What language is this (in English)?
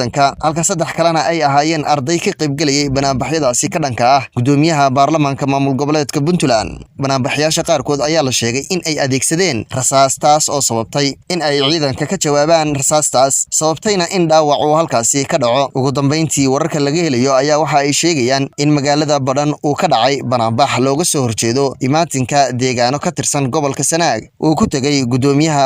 Somali